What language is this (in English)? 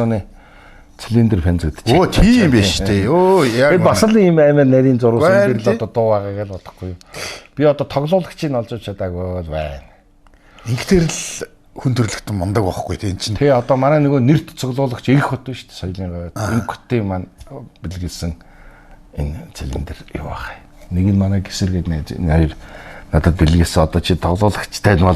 Mongolian